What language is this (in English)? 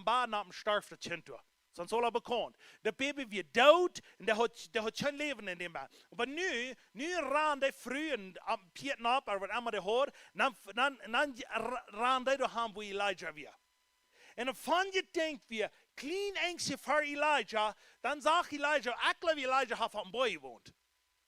Plautdietsch